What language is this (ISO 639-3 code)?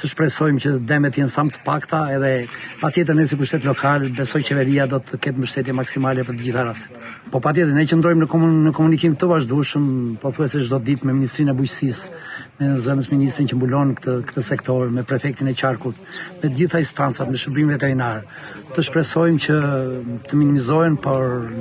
sqi